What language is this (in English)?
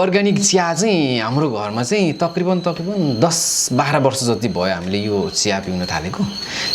Nepali